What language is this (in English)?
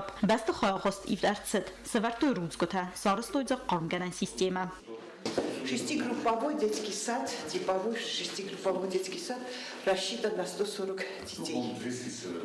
Ossetic